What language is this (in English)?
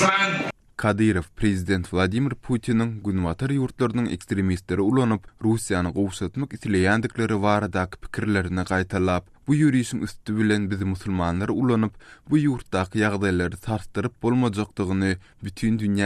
Turkmen